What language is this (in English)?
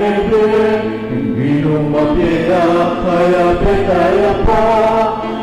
Pampanga